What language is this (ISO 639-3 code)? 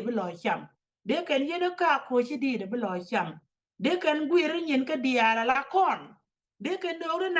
nus